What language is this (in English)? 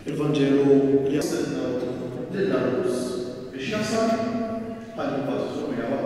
Maltese